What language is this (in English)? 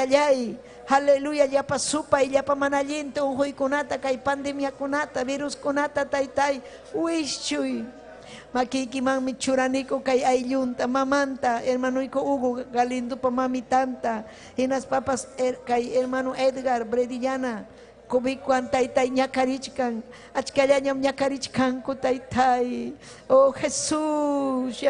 Ayacucho Quechua